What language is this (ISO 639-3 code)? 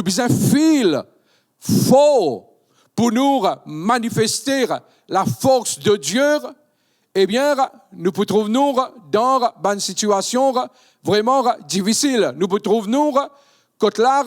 mfe